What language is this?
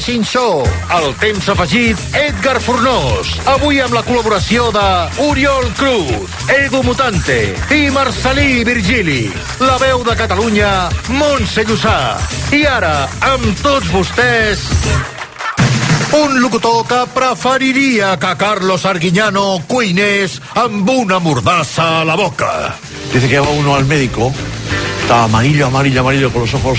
Catalan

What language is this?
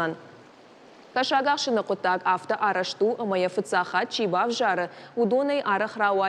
Ossetic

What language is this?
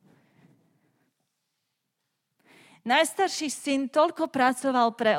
Slovak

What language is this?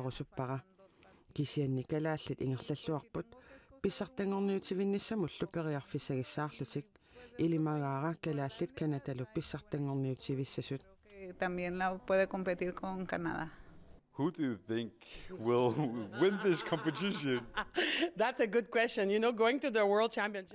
Kalaallisut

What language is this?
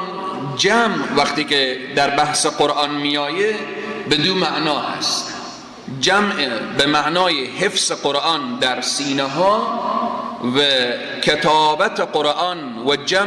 Persian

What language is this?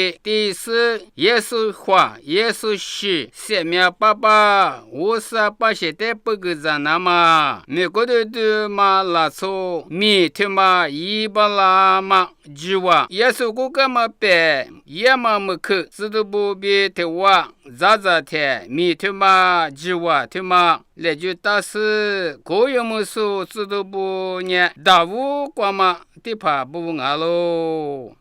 Lisu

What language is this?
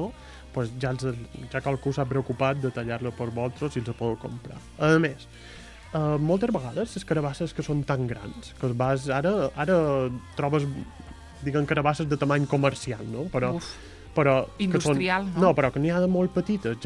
Catalan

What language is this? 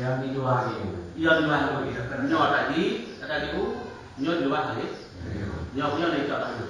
Achinese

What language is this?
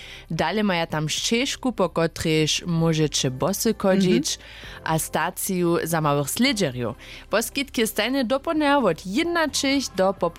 Upper Sorbian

